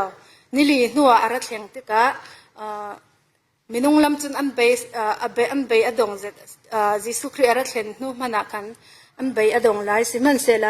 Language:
Falam Chin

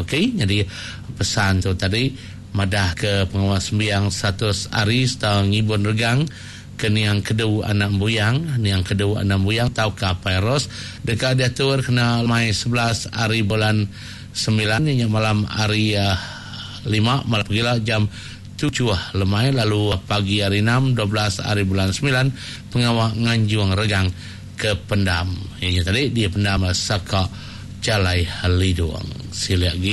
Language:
Iban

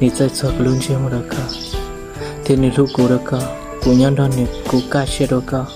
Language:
Hmong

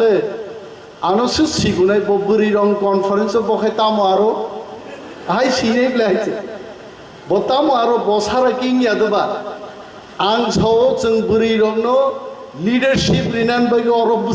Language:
Kok Borok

